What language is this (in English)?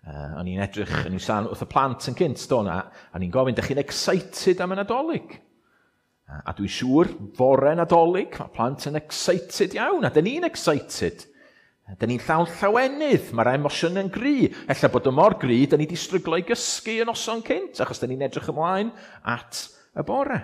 Welsh